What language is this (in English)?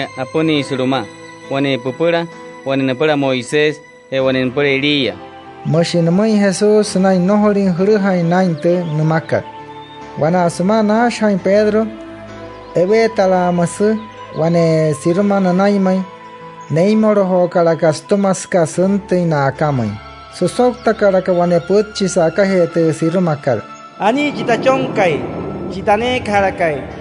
Wayuu